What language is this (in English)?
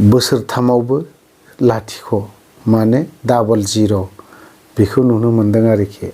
Bodo